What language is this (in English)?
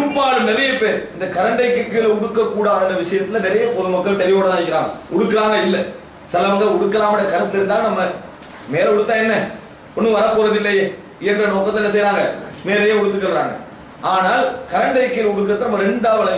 Tamil